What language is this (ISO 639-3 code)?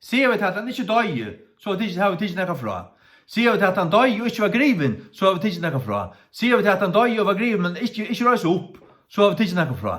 fao